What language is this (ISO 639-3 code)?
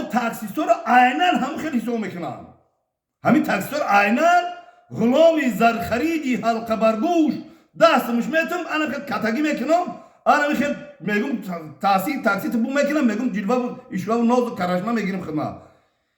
tgk